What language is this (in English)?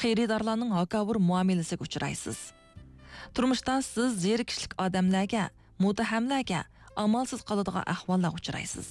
Uyghur